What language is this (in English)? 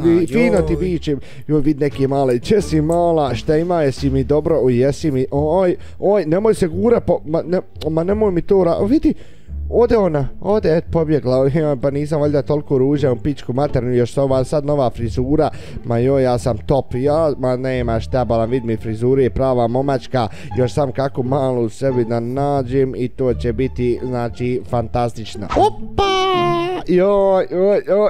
Bosnian